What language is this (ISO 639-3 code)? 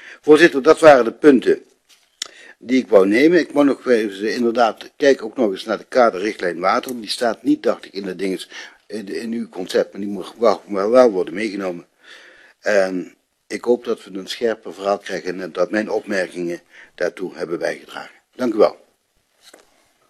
nld